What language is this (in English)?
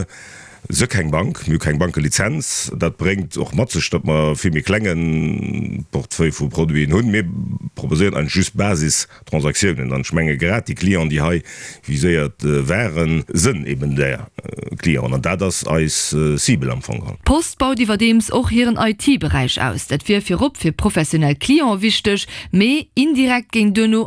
Luxembourgish